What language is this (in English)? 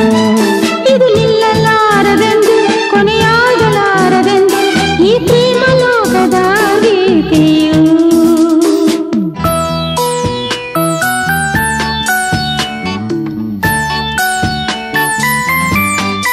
Kannada